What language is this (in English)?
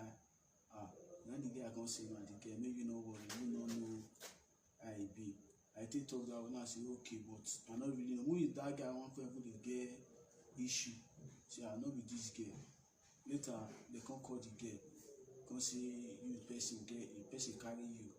Nigerian Pidgin